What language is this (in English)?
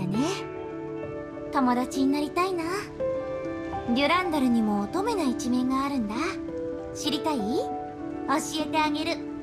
Japanese